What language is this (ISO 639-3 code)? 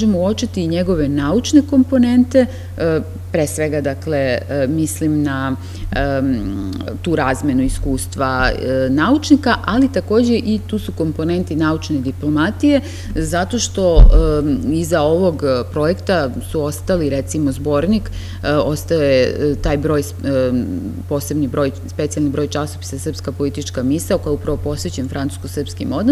srp